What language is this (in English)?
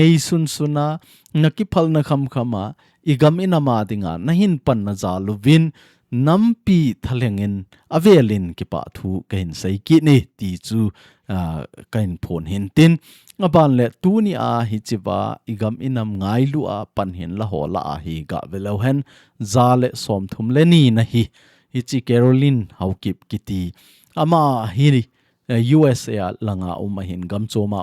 Thado Chin